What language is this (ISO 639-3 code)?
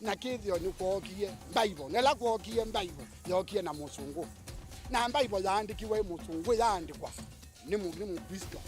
kam